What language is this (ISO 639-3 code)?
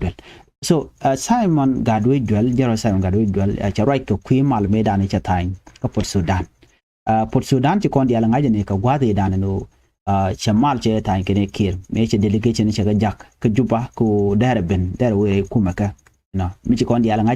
nus